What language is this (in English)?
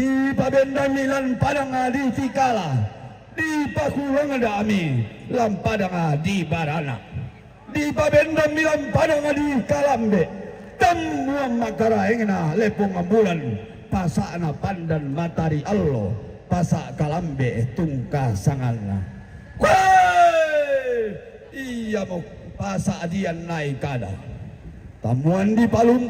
Toraja-Sa'dan